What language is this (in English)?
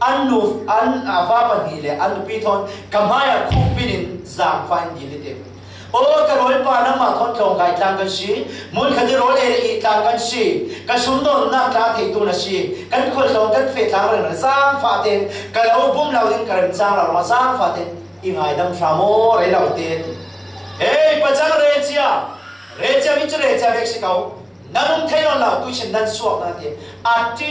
Falam Chin